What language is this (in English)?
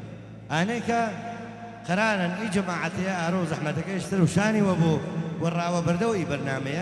Gurani